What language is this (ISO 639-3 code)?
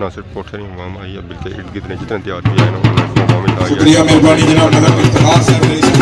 phr